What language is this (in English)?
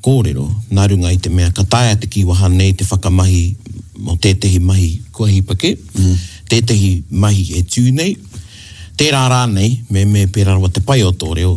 Māori